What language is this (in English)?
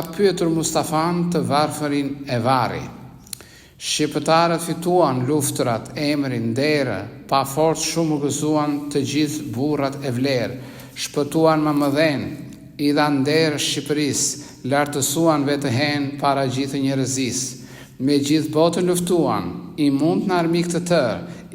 Albanian